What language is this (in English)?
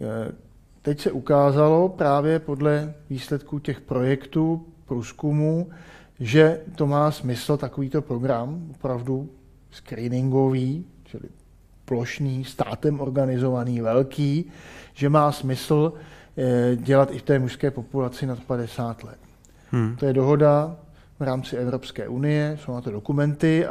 Czech